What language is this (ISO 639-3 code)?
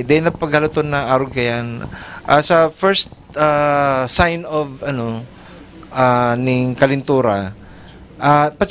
bik